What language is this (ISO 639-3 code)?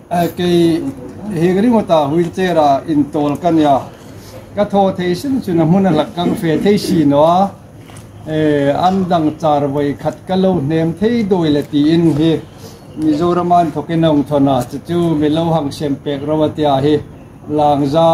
hmr